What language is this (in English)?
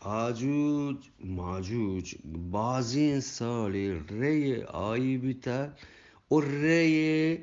Eastern Balochi